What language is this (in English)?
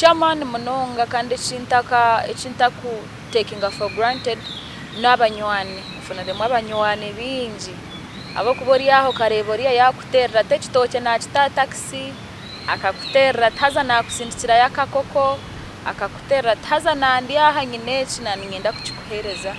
Nyankole